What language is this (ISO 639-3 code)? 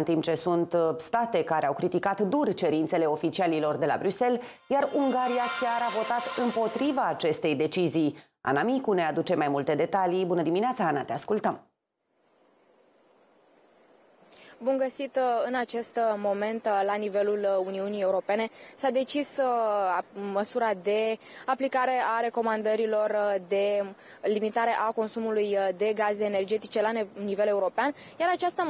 ron